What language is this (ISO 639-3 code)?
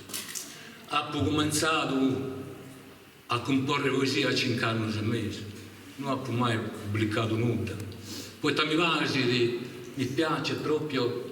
srd